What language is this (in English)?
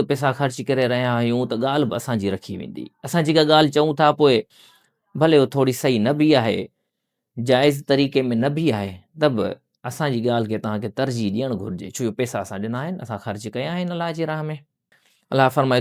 Sindhi